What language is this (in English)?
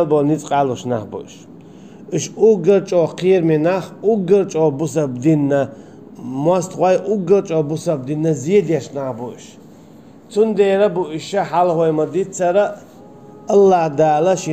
Chechen